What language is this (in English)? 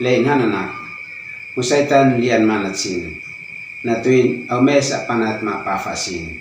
Uab Meto